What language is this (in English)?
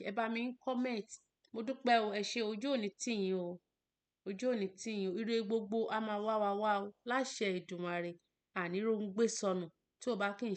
Yoruba